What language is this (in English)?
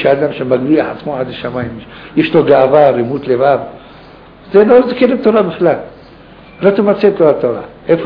Hebrew